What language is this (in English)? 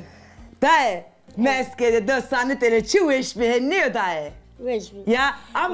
Zaza